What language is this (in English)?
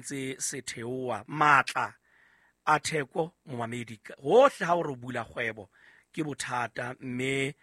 Southern Sotho